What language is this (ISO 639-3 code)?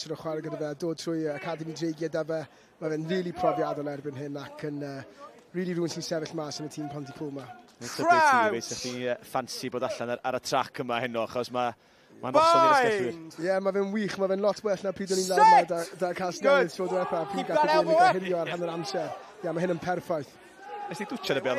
cym